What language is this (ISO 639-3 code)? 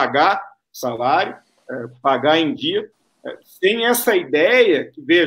por